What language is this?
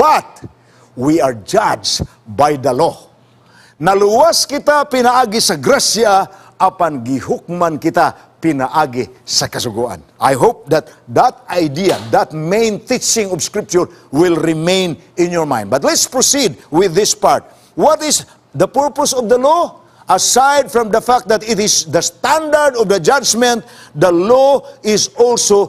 Cebuano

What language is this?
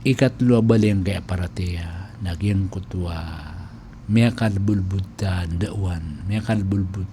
Maranao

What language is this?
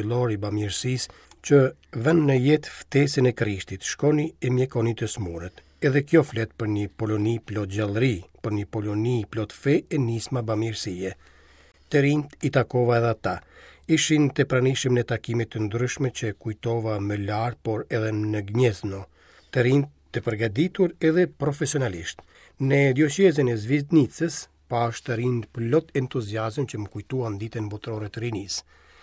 Albanian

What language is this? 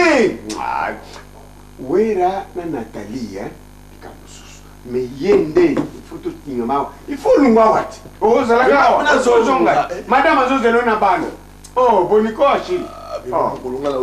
Lingala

